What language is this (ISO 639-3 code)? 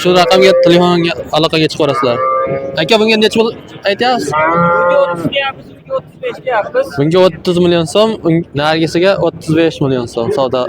uzb